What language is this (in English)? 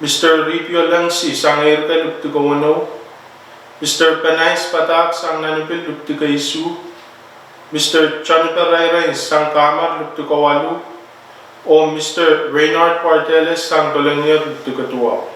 Pohnpeian